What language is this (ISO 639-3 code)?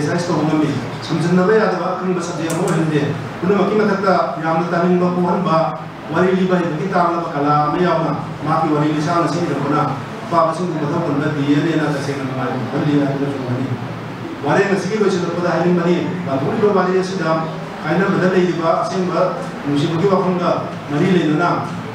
mni